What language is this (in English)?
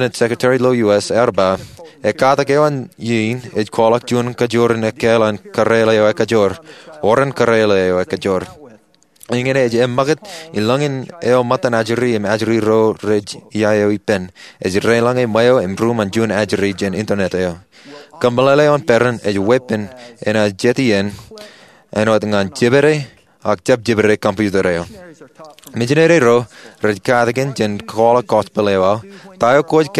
Marshallese